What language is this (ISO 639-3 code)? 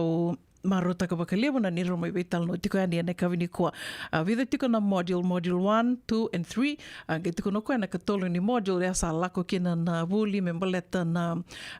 fij